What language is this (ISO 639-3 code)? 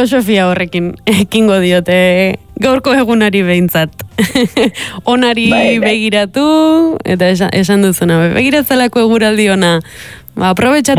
eus